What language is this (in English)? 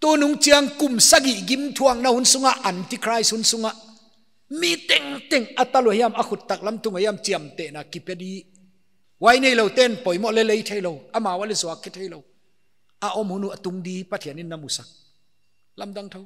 Paite Chin